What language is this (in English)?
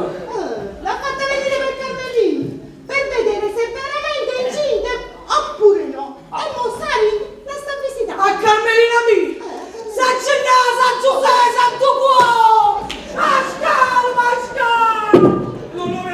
Neapolitan